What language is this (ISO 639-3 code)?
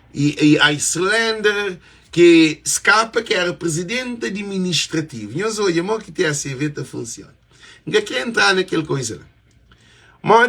kea